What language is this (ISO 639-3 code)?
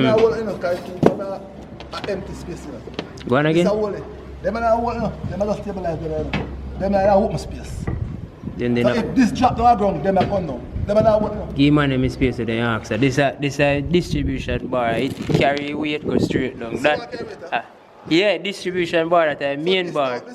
jam